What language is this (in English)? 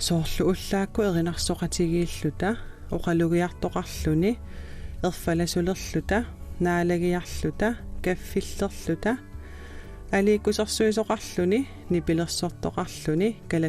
Kalaallisut